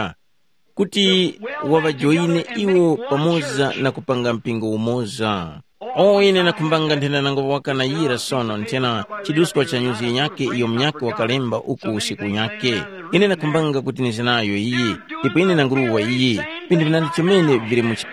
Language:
Tumbuka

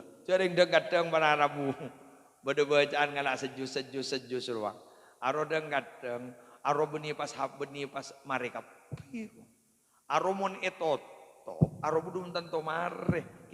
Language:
Madurese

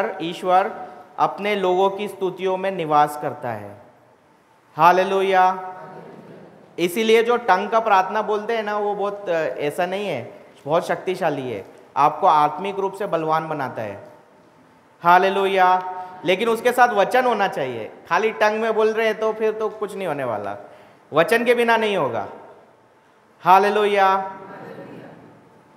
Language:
Hindi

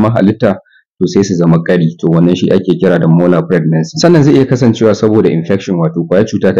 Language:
Hausa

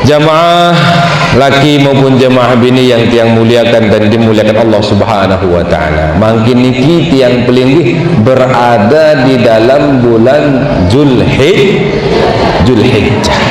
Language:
Sasak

